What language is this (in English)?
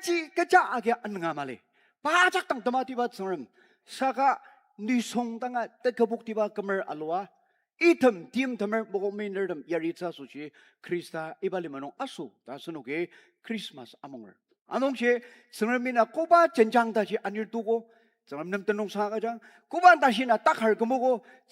Ao Naga